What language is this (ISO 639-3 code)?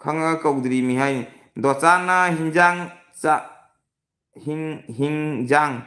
mni